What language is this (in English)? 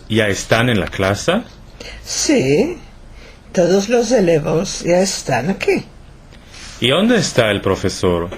Ladino